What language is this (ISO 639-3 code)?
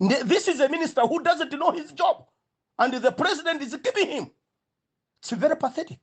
nya